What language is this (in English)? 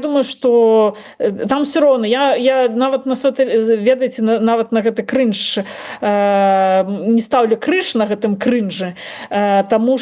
Belarusian